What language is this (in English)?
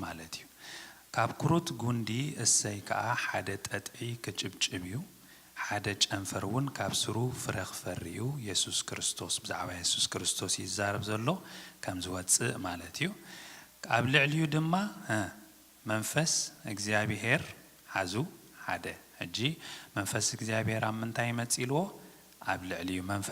Tigrinya